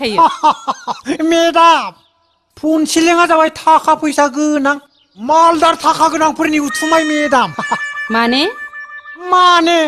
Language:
Bodo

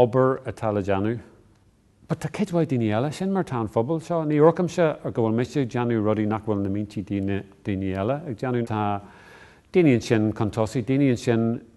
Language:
Irish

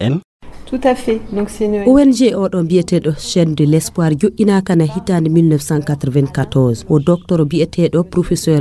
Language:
Fula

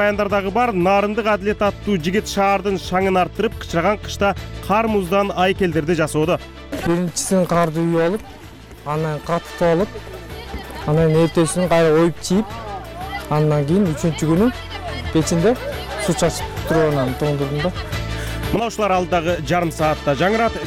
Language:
Kyrgyz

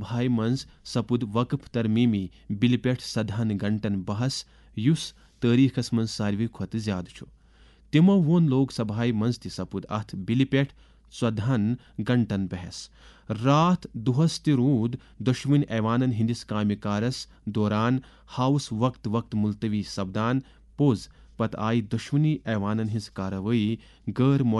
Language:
Kashmiri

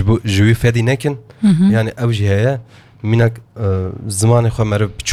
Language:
Kurdish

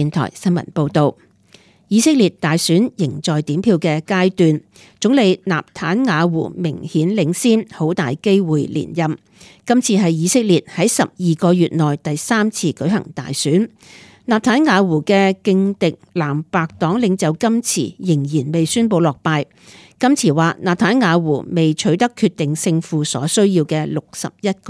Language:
Cantonese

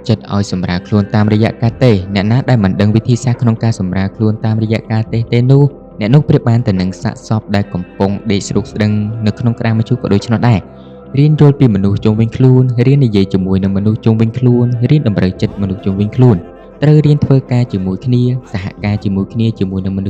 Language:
Khmer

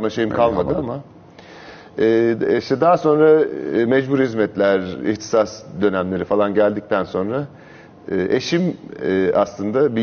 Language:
Turkish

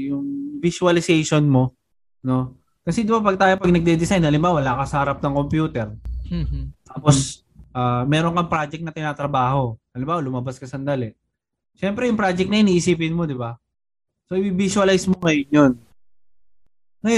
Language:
Filipino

